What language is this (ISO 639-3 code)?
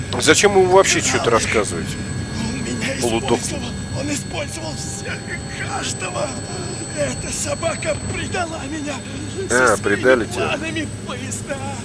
rus